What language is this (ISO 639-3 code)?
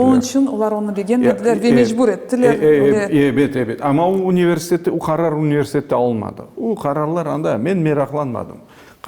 crh